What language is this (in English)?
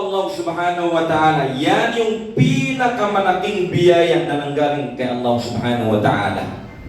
Maranao